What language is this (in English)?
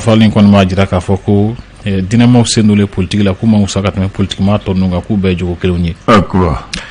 Bambara